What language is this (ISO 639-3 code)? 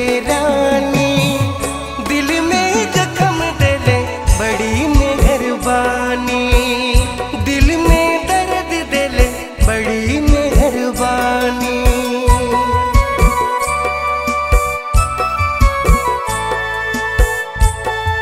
bho